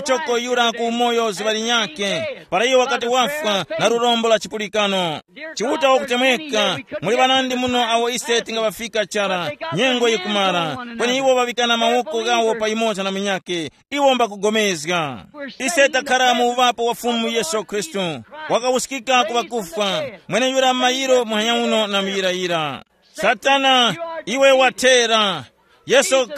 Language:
Tumbuka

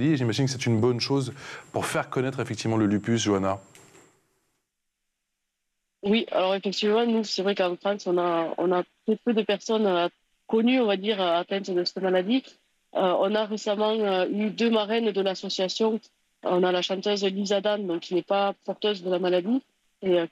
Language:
French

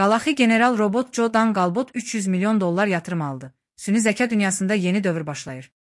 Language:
Azerbaijani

